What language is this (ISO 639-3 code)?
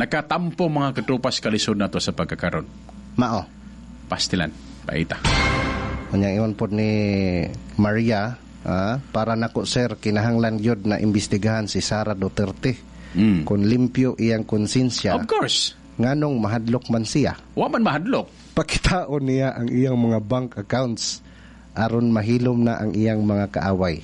ceb